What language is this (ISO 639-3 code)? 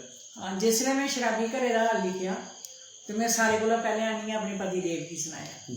doi